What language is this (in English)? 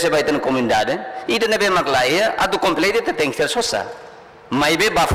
Tetum